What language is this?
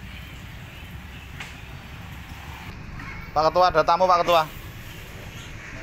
Indonesian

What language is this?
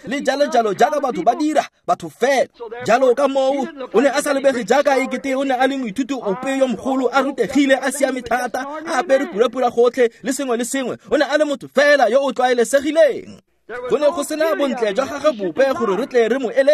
Tswana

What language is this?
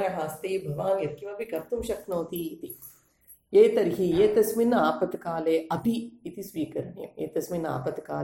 Sanskrit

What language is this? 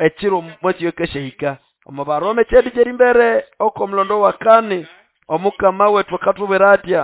Nande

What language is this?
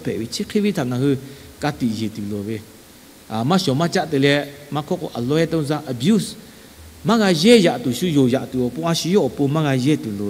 Lahu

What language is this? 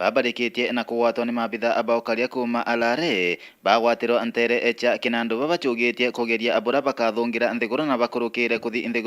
Meru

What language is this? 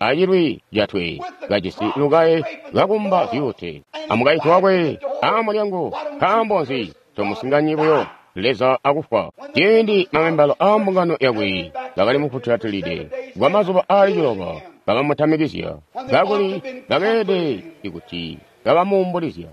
Tonga (Zambia)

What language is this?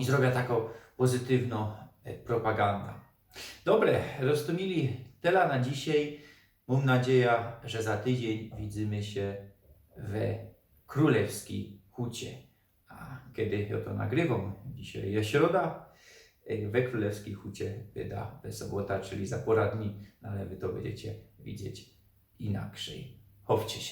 Silesian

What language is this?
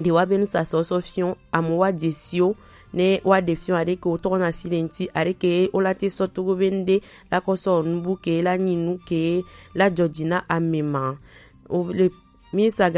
Gen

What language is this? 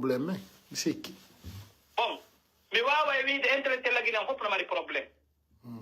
Pular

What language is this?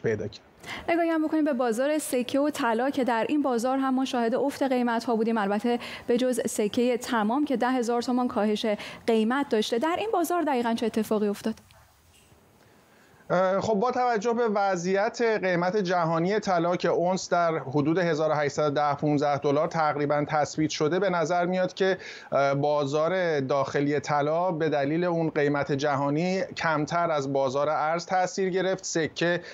Persian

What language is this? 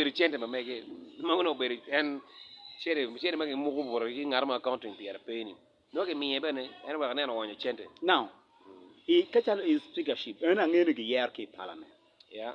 Acoli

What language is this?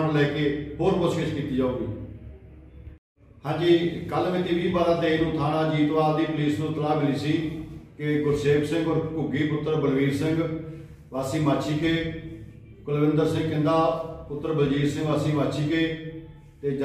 Punjabi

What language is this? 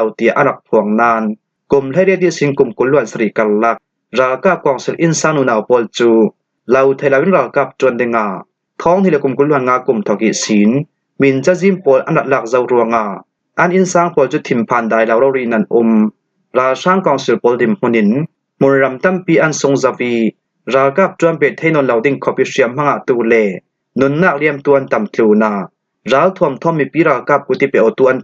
Falam Chin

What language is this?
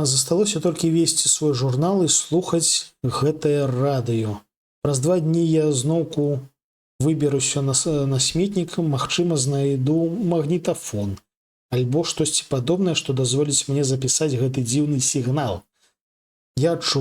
Belarusian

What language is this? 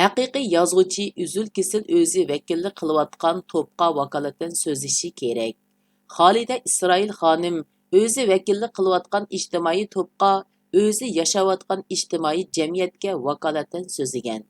Uyghur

